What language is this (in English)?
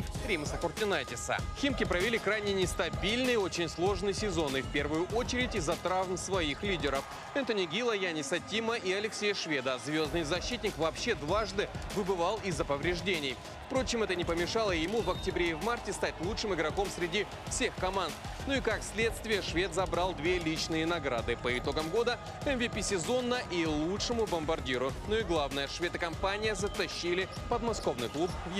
Russian